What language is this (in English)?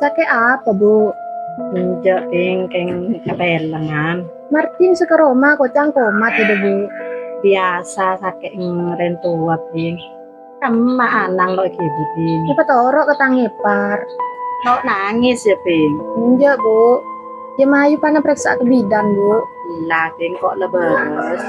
Madurese